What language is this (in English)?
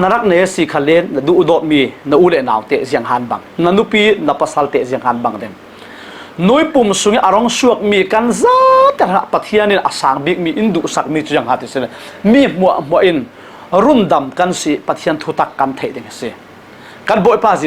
Falam Chin